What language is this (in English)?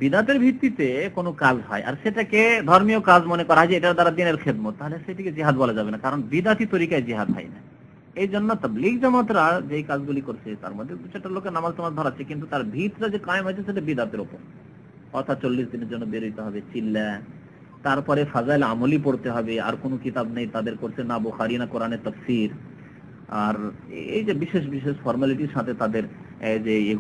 Bangla